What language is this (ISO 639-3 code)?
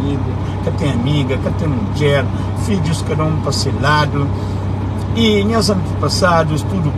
kea